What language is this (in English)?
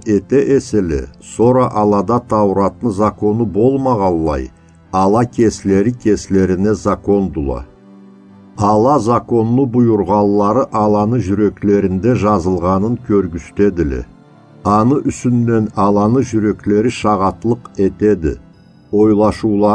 Karachay-Balkar